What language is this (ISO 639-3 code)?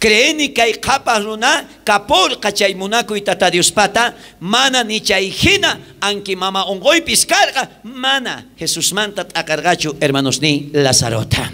quh